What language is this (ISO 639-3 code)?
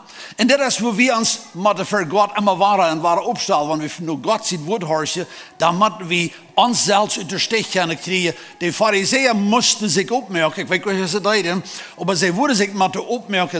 pdt